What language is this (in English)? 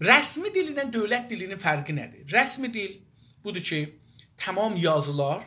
South Azerbaijani